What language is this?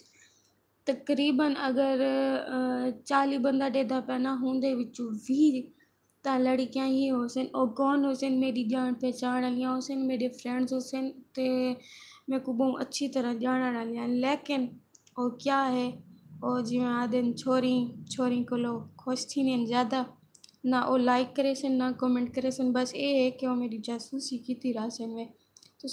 Saraiki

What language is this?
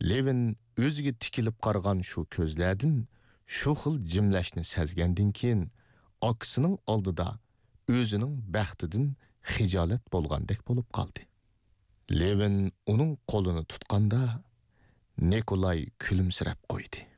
Uyghur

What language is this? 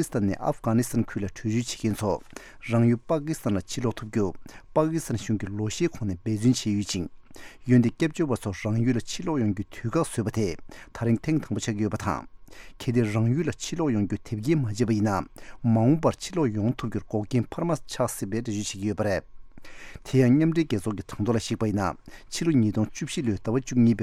Tibetan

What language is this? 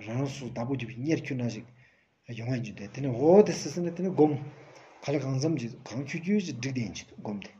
Stod Bhoti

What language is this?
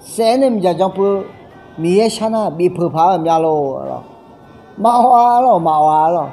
Akha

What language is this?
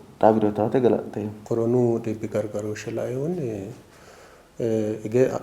Sidamo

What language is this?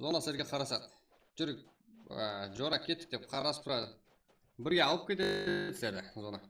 Kara-Kalpak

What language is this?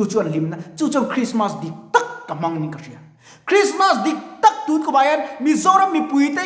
Mizo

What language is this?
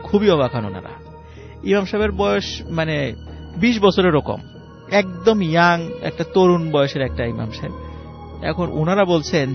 Bangla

